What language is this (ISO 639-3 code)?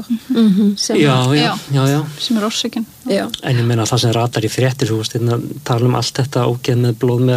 isl